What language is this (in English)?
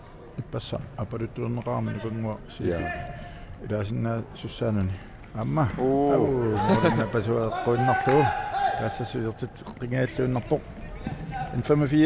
Kalaallisut